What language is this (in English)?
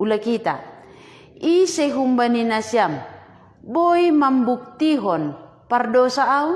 Batak Simalungun